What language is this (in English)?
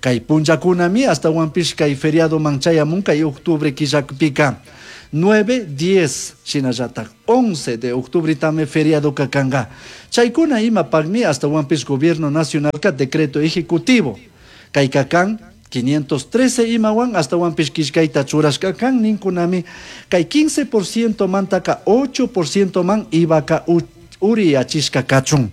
Chimborazo Highland Quichua